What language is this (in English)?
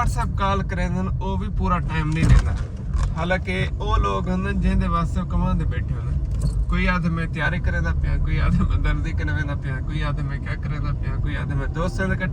Saraiki